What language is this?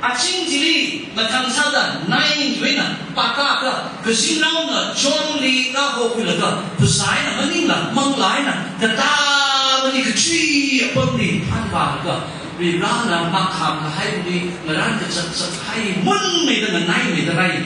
Tangkhul Naga (India)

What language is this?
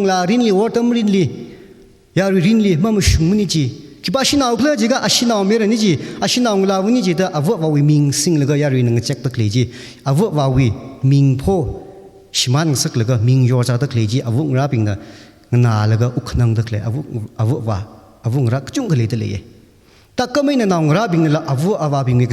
Tangkhul Naga (India)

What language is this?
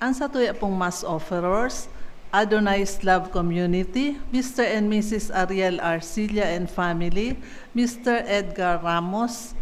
Bikol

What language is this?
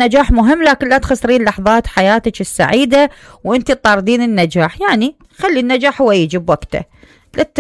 Mesopotamian Arabic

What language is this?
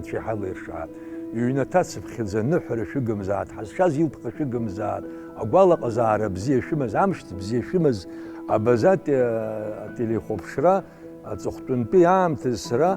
Abkhazian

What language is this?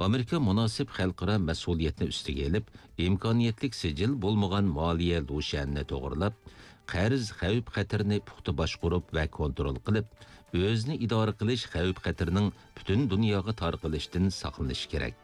Uyghur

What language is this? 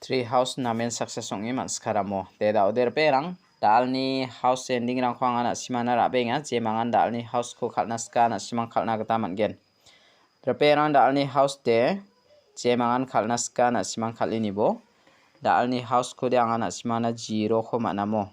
Garo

